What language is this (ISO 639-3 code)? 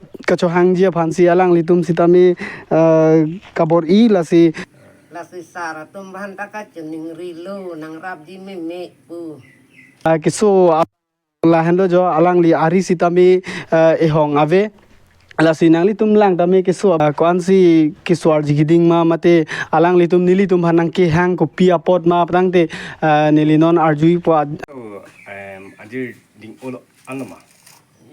mjw